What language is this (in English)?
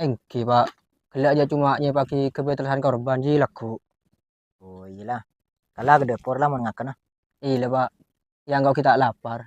Madurese